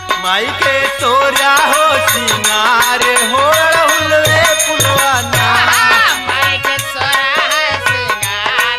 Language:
Bhojpuri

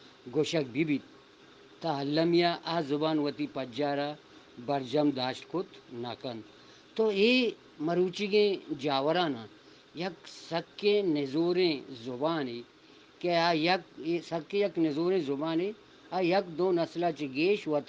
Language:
Eastern Balochi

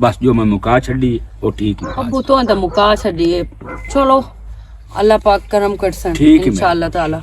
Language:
Western Panjabi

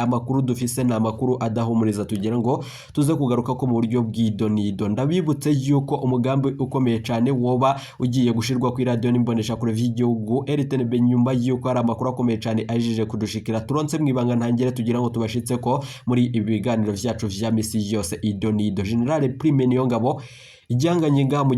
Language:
Rundi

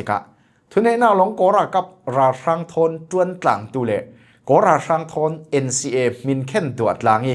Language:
Falam Chin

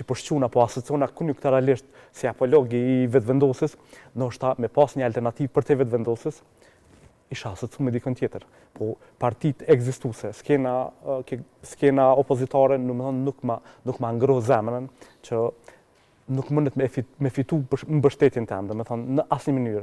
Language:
Albanian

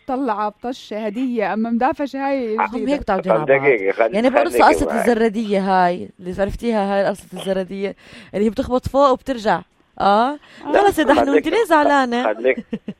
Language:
North Levantine Arabic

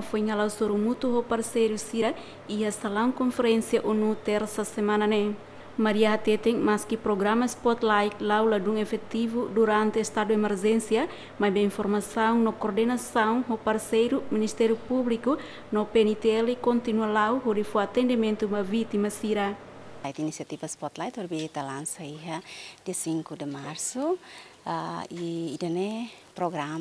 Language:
Tetum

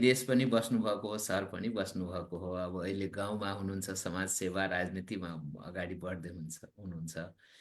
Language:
Nepali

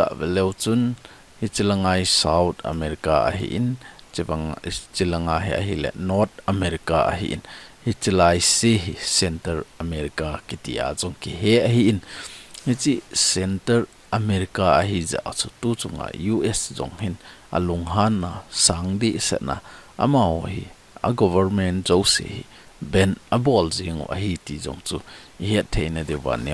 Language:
Thado Chin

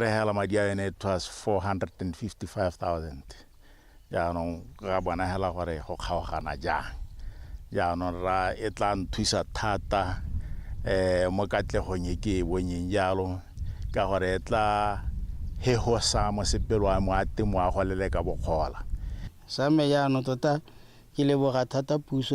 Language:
Tswana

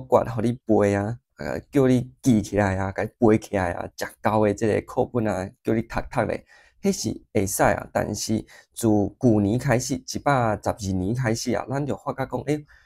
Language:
Min Nan Chinese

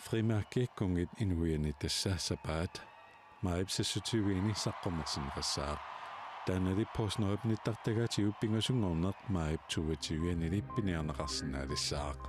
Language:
Kalaallisut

